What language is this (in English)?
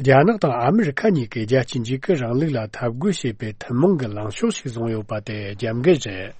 Tibetan